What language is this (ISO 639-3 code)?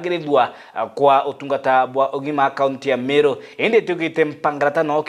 mer